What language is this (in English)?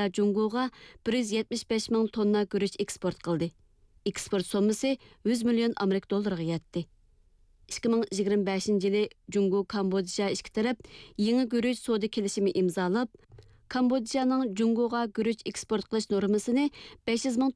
Uyghur